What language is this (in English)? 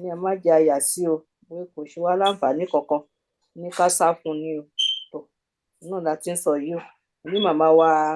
Yoruba